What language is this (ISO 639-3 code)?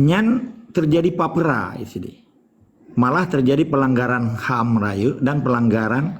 ace